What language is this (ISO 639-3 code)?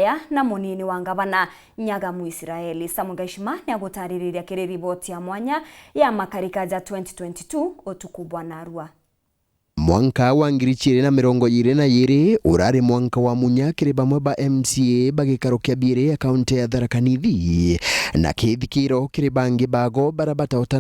mer